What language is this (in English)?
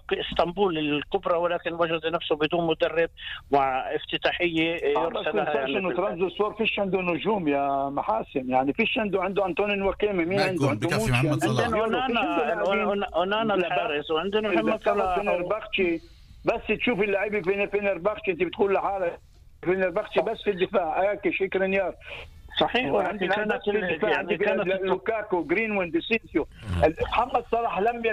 North Levantine Arabic